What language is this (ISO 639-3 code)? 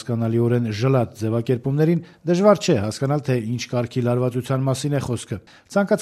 hye